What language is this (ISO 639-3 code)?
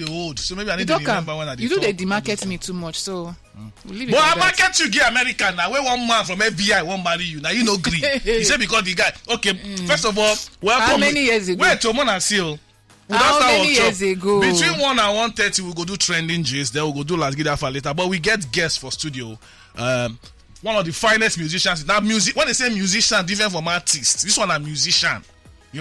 pcm